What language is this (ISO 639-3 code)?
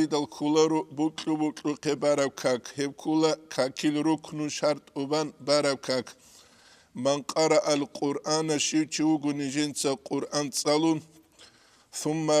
ava